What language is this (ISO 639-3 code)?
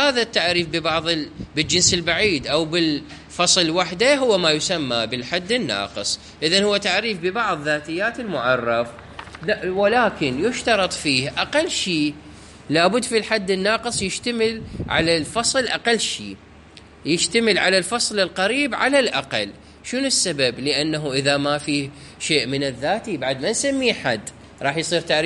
acm